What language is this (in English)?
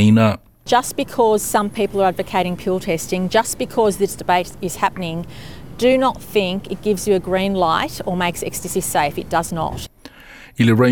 Samoan